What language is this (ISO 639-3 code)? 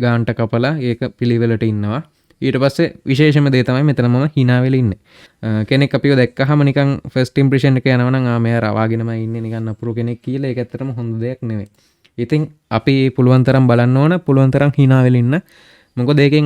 sin